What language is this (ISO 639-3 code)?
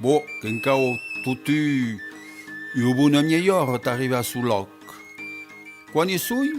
oci